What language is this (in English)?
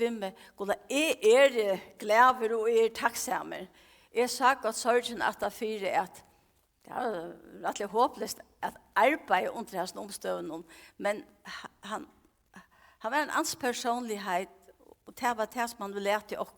Faroese